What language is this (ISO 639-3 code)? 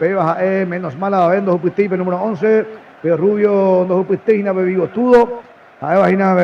grn